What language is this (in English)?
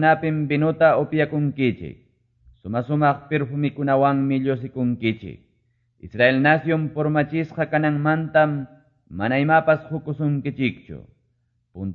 Quechua